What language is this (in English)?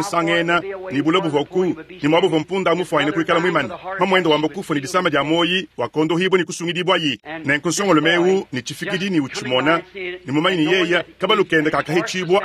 Luba-Lulua